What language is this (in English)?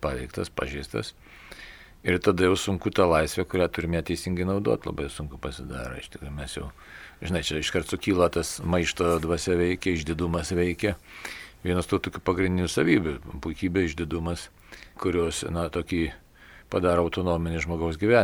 Lithuanian